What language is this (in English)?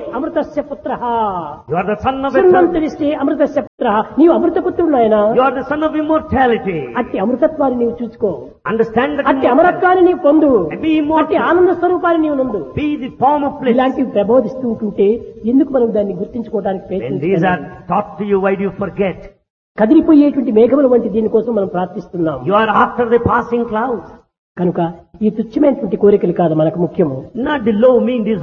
Telugu